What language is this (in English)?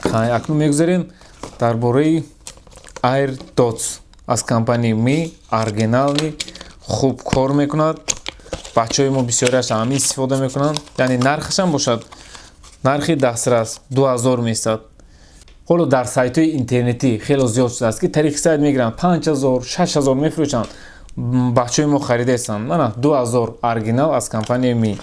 Tajik